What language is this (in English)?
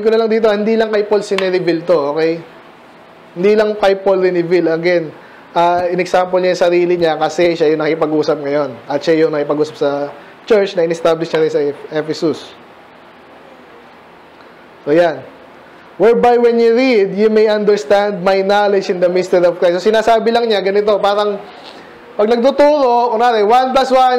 Filipino